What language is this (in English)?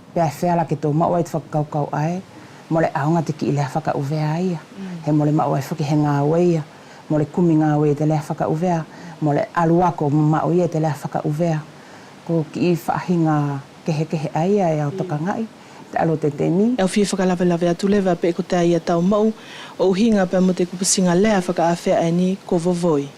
Wallisian